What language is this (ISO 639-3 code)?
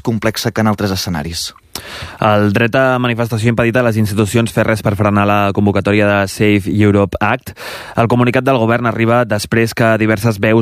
cat